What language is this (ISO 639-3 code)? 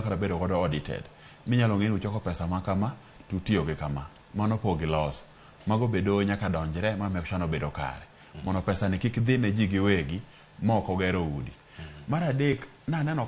luo